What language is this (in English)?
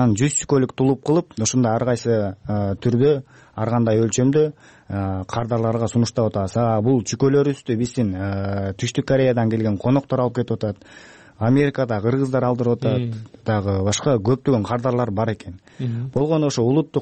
Kyrgyz